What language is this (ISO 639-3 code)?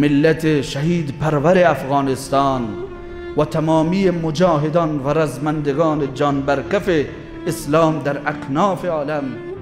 fas